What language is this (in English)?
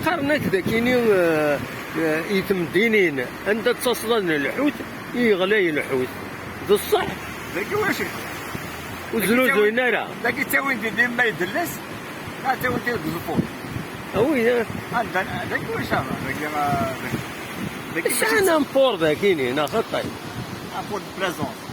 Kabyle